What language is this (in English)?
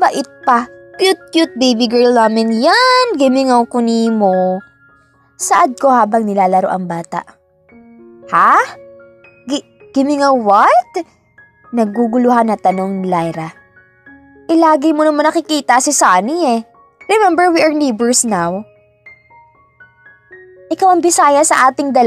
Filipino